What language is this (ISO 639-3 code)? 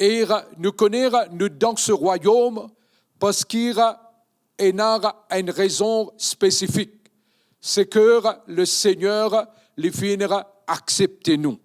mfe